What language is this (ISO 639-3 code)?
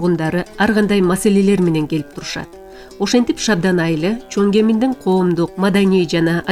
kir